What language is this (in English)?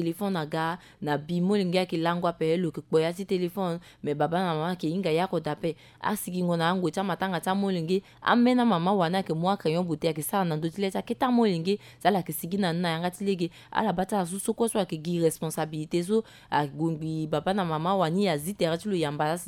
Sango